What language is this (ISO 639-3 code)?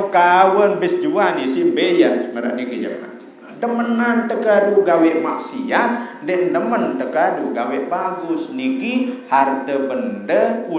sas